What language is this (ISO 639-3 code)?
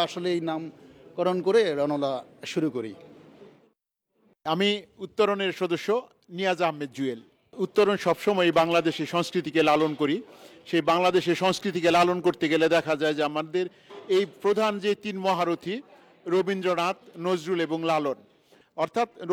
ben